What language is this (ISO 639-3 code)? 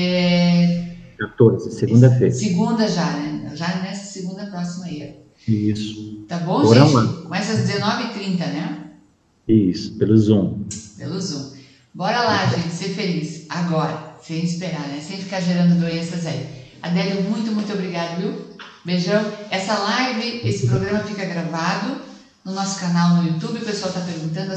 por